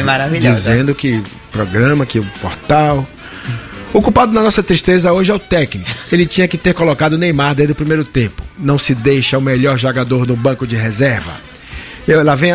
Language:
Portuguese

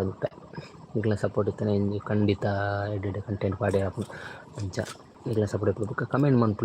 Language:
Tulu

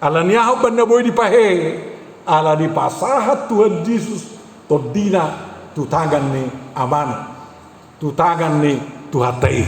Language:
Batak Toba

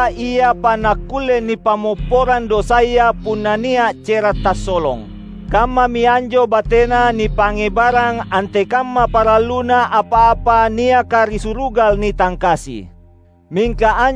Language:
Makasar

